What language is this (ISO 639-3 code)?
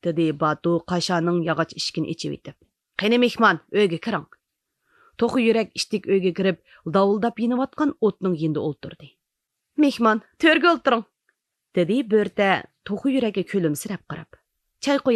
uig